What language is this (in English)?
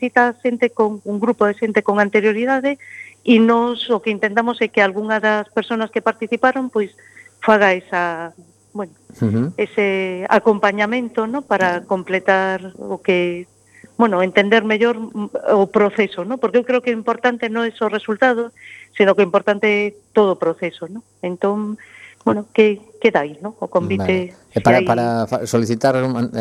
Galician